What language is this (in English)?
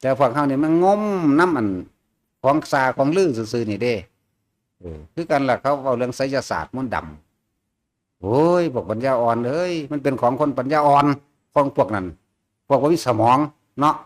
Northeastern Thai